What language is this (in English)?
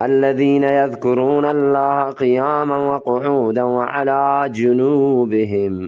Eastern Balochi